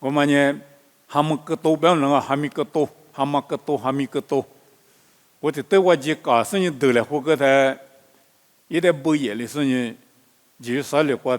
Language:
Lisu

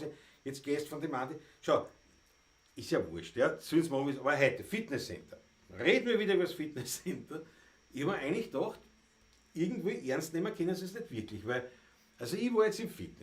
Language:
Bavarian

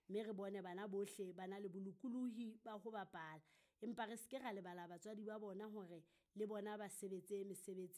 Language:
Southern Sotho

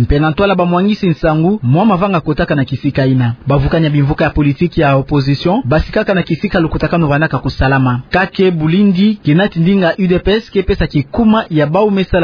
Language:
Kituba (Democratic Republic of Congo)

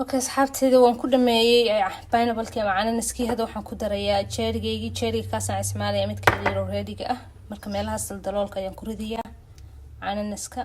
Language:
Somali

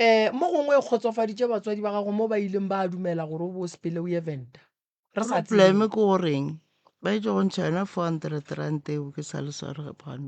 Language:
Northern Sotho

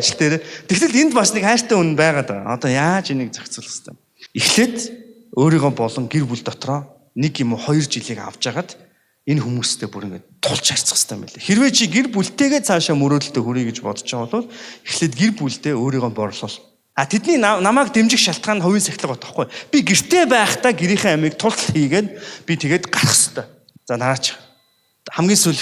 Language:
Mongolian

